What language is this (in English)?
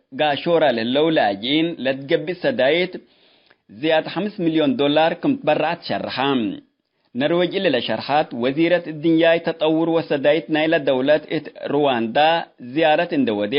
Tigre